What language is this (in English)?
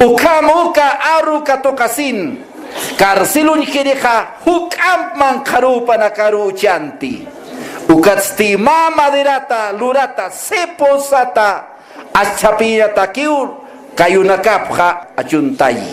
Aymara